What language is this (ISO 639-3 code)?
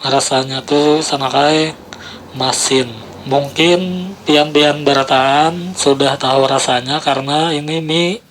bjn